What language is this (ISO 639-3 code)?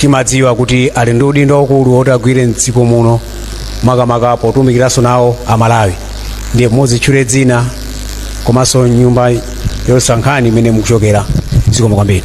nya